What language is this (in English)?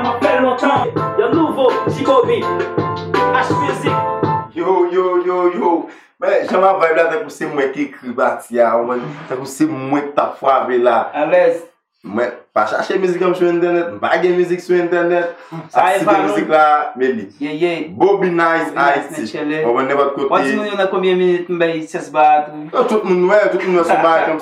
Haitian Creole